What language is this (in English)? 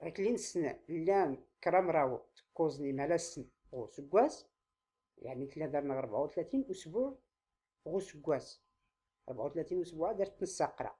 Tachelhit